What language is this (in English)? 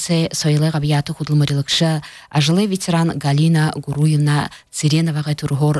Buriat